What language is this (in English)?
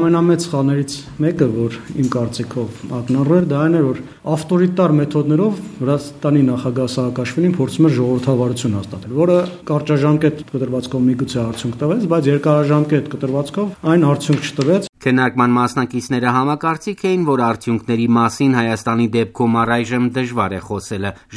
Armenian